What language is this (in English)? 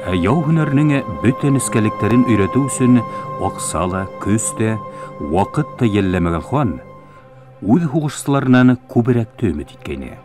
Bashkir